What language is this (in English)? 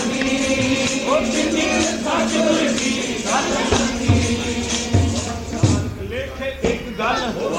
Punjabi